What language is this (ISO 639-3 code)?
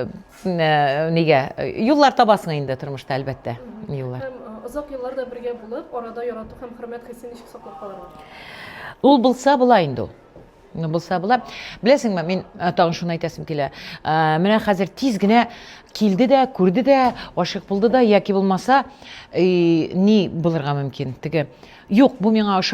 tat